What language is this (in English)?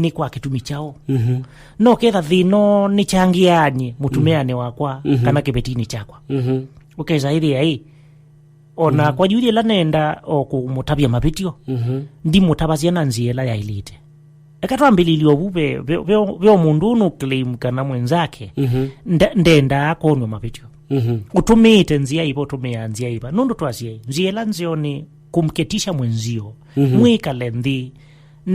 Kamba